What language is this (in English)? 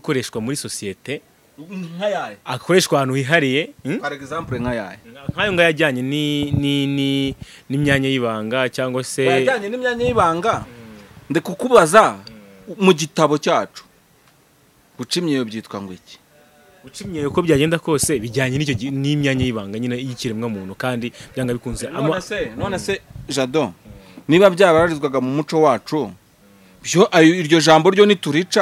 Kinyarwanda